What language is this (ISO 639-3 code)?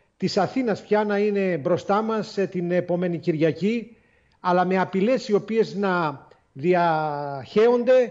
ell